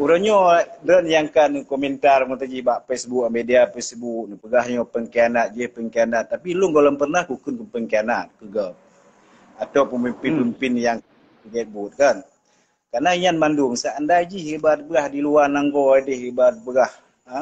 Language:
Achinese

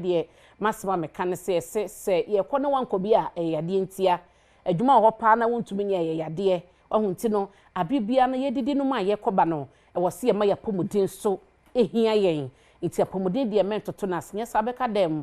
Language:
Akan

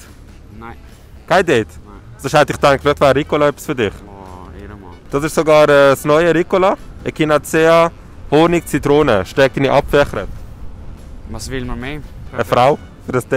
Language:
Swiss German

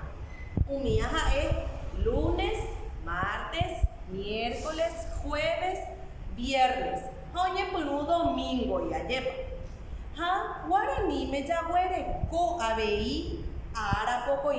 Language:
Guarani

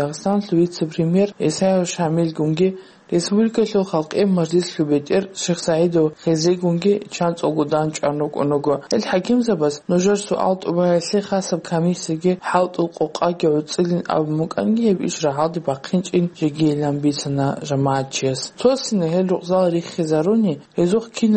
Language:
Avaric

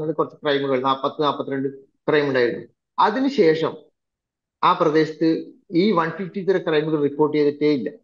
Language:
Malayalam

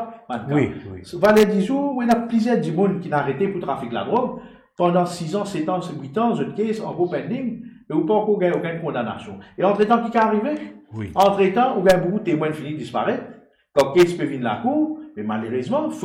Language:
Morisyen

